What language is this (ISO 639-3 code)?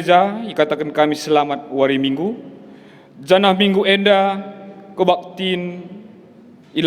btx